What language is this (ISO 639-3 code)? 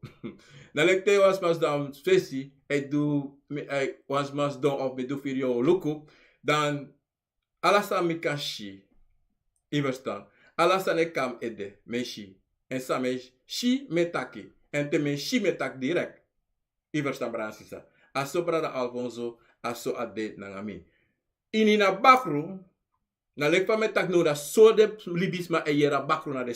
srn